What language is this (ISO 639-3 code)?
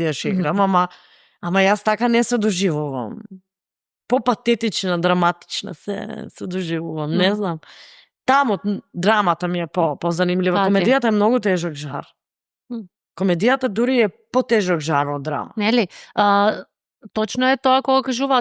mkd